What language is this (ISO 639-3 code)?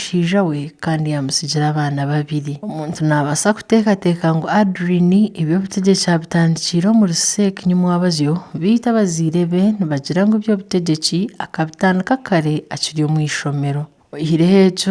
nyn